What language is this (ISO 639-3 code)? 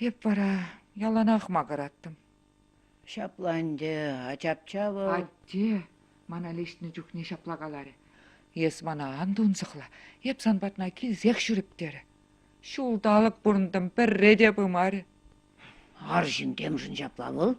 chv